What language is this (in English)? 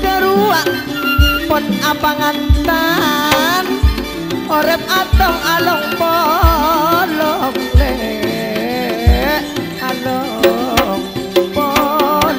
Madurese